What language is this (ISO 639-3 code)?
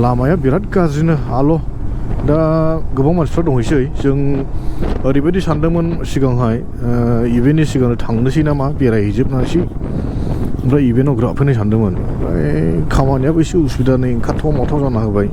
brx